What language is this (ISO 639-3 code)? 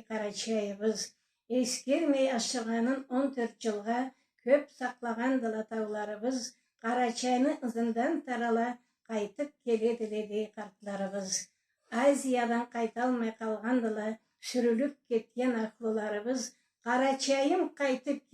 krc